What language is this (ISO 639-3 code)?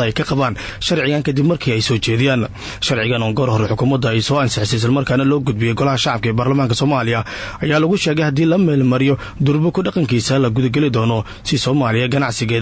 som